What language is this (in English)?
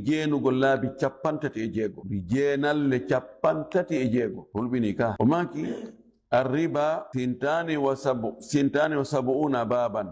Fula